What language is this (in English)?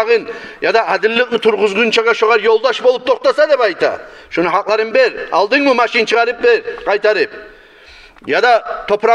Kumyk